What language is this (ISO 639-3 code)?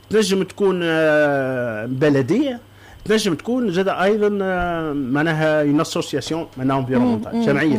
aeb